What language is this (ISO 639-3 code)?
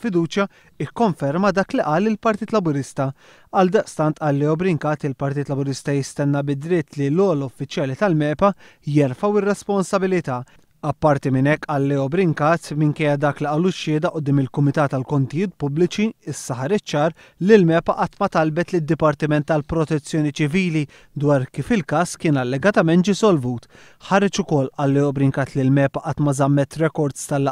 mlt